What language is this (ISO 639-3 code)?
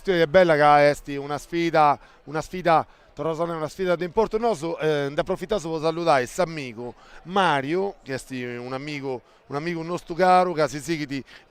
srd